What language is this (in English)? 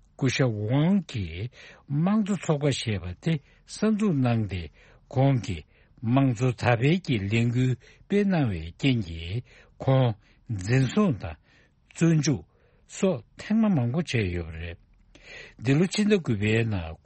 Tibetan